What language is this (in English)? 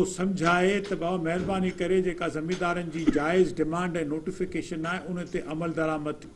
Sindhi